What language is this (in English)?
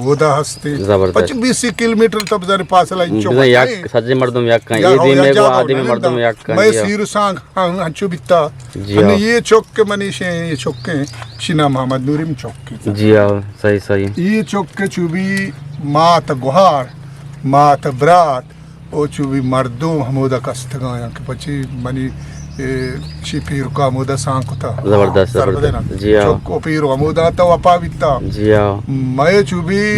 Eastern Balochi